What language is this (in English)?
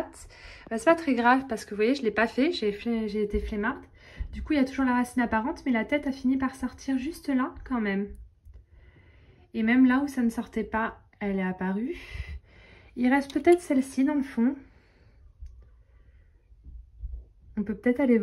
French